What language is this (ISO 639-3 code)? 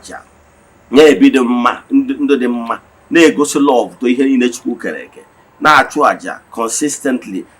ibo